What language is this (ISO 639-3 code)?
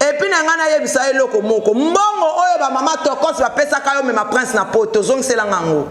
lin